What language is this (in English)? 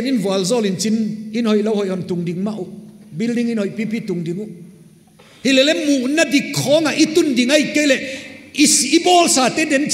Paite Chin